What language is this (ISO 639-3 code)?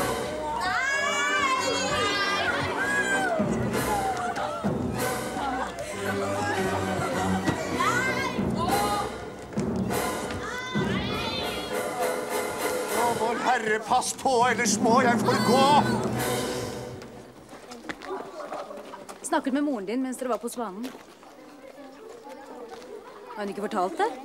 nor